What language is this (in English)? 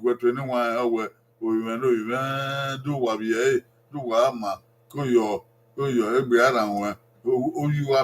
Bini